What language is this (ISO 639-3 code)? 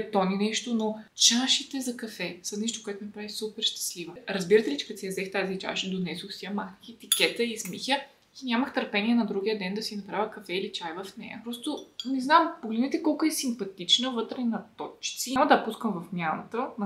bul